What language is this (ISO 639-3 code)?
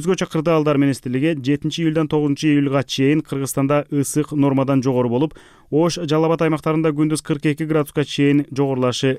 kir